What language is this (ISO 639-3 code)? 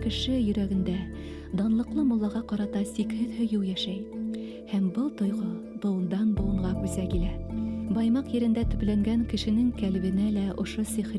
bak